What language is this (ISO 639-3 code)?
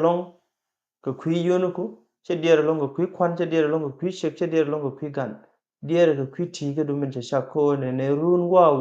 nus